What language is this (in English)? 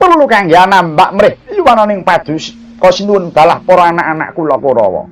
Javanese